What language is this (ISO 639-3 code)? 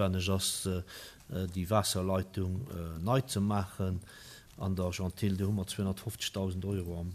ltz